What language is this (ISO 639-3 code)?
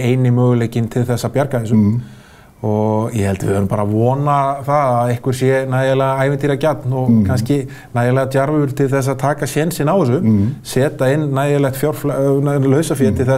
isl